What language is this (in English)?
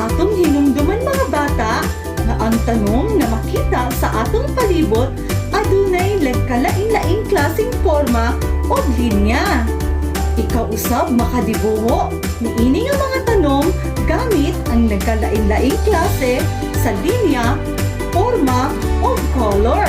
Cebuano